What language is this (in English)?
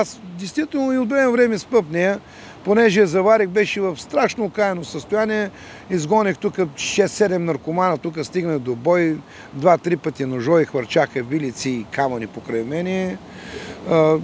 Bulgarian